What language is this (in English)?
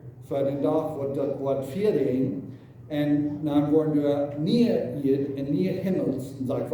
Plautdietsch